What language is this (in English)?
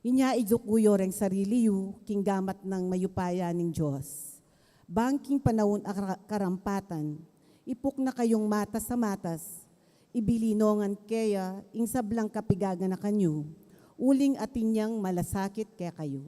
Pampanga